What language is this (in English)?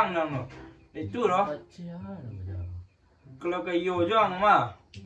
Minangkabau